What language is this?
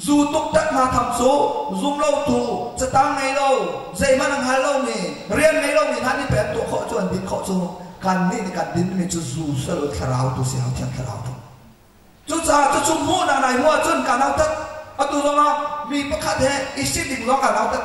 Hakha Chin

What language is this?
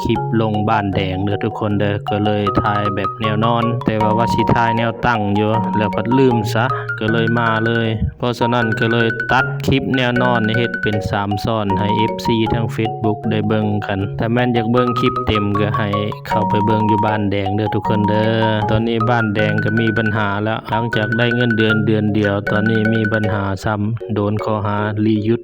Lao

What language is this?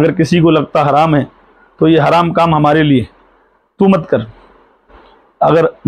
Hindi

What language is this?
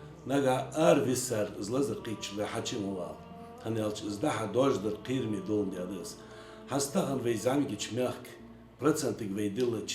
Ingush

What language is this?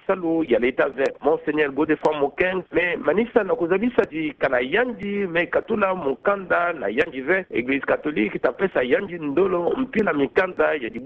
Kituba (Democratic Republic of Congo)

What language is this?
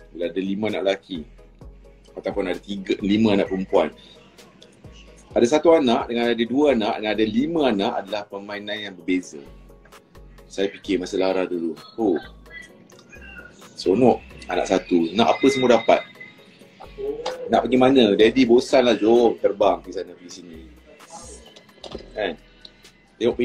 Malay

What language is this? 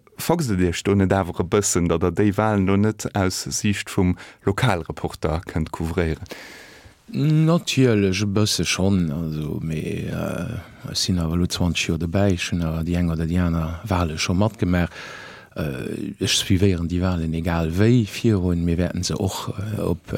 Luxembourgish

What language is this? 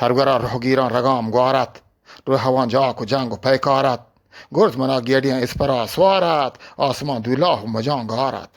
Eastern Balochi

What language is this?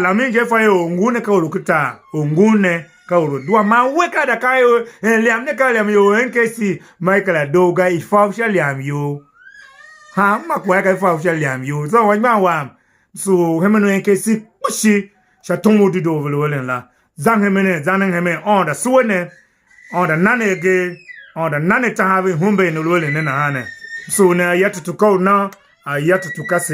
Tiv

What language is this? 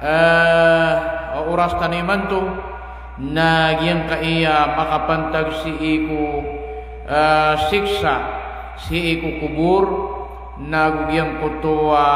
Maranao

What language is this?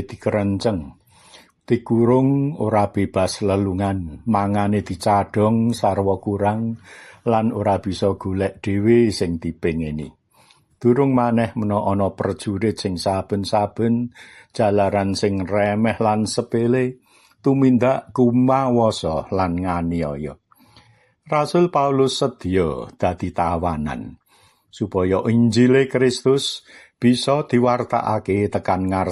Javanese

